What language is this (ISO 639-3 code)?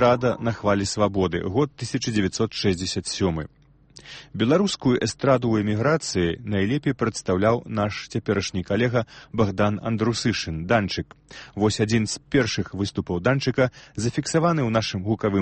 bel